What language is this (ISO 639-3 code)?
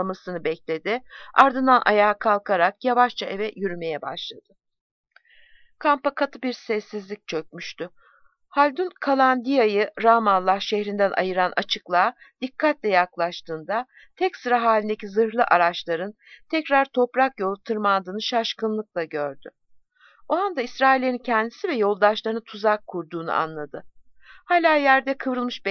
tur